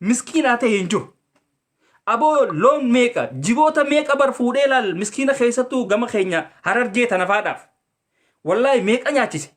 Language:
Oromo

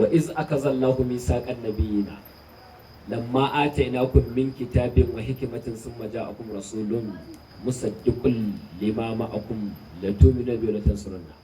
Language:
Hausa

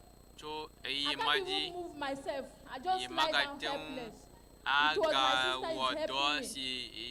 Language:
Ewe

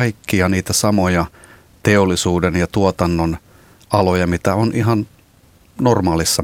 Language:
Finnish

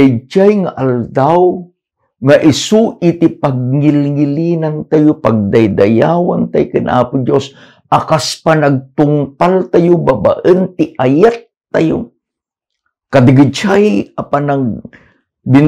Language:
Iloko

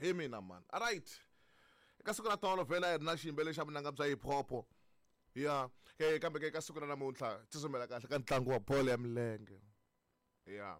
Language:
Tsonga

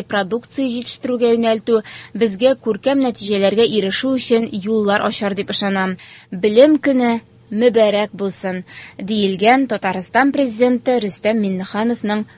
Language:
Tatar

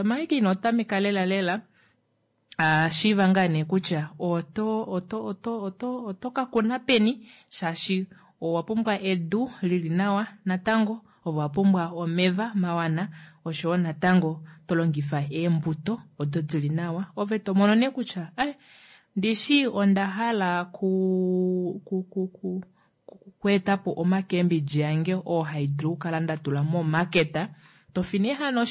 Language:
Kuanyama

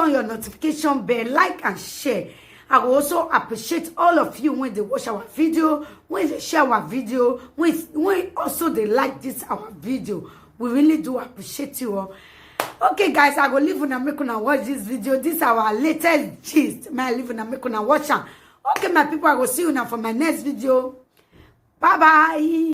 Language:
Nigerian Pidgin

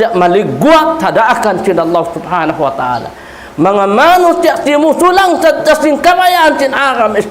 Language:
Tausug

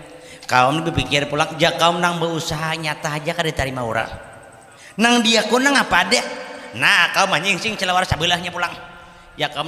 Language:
Banjar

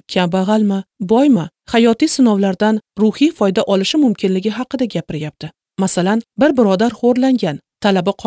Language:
Uzbek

